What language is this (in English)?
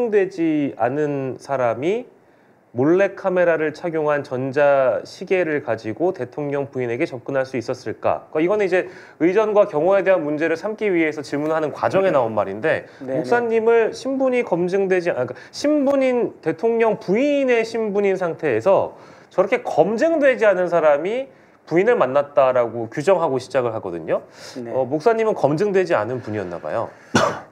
Korean